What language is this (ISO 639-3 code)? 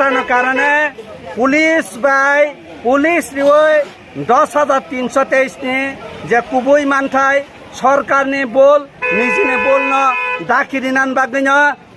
trp